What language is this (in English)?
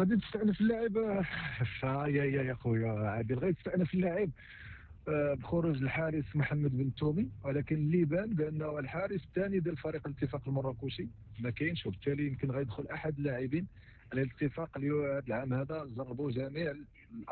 Moroccan Arabic